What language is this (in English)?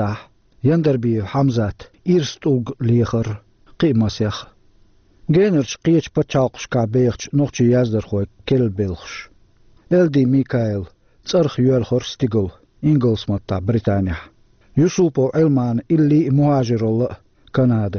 Chechen